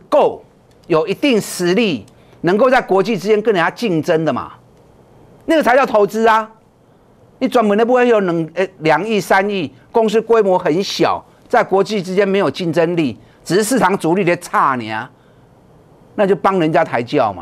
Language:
Chinese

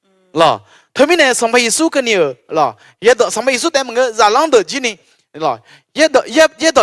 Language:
Akha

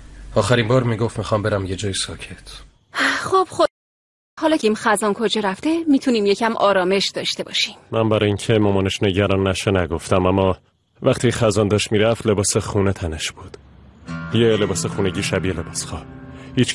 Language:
Persian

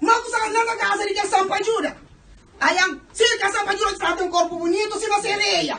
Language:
Kabuverdianu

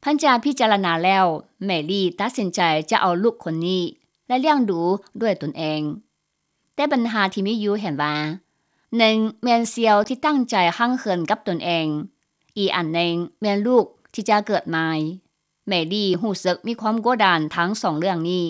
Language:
Lao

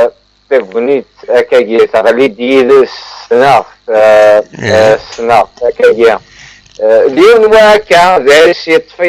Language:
Kabyle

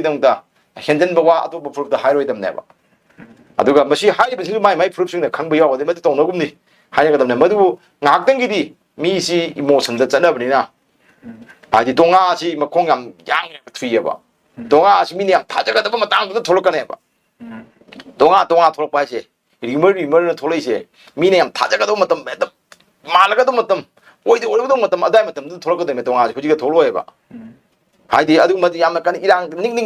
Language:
Manipuri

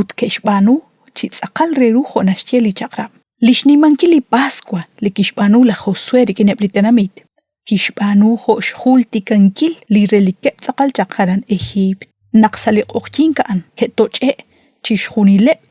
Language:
Kekchí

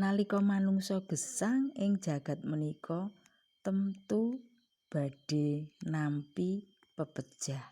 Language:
Javanese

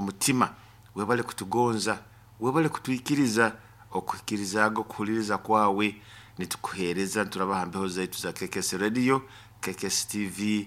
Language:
Nyoro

